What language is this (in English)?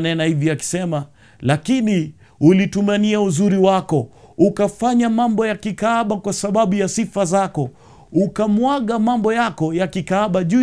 Swahili